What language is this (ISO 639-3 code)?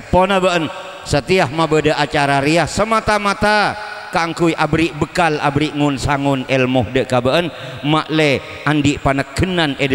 mad